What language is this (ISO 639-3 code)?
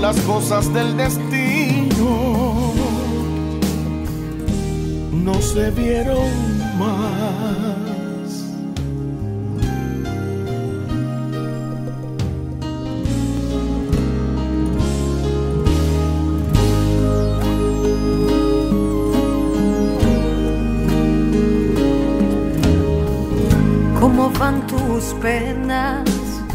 spa